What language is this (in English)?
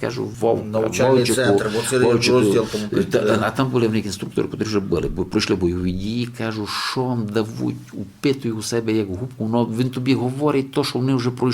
Rusyn